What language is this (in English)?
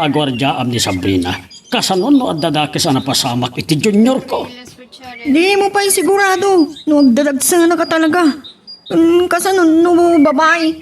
Iloko